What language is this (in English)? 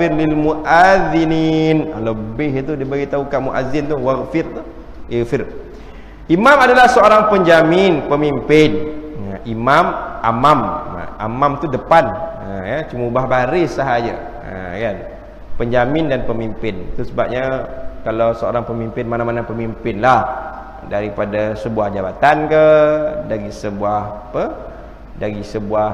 Malay